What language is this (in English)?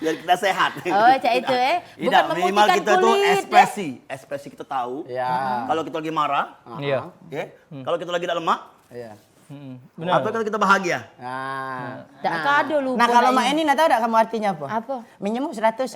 Musi